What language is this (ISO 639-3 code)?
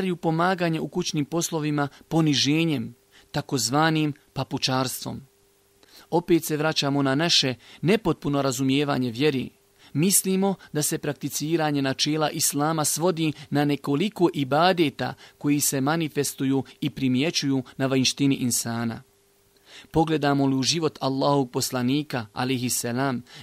bos